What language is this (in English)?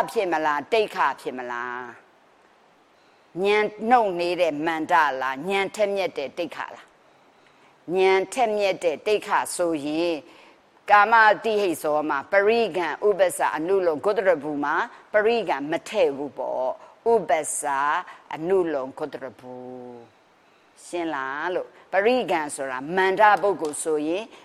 Burmese